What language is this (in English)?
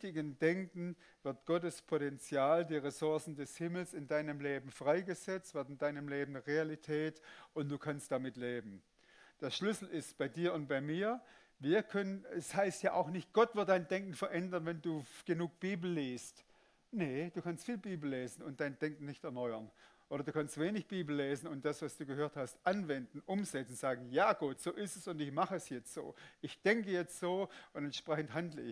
Swiss German